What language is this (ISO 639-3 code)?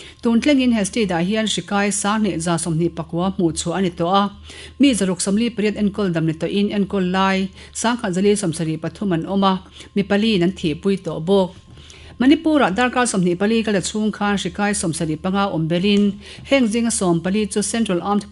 lus